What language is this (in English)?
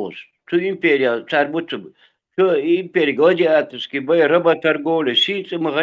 Chechen